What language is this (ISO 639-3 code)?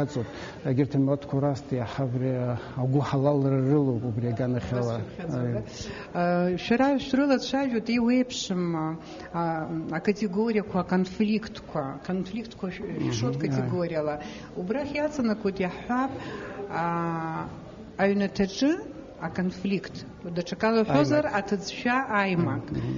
abk